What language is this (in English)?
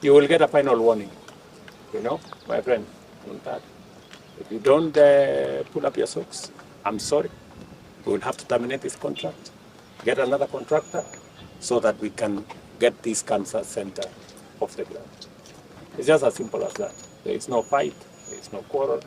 Gusii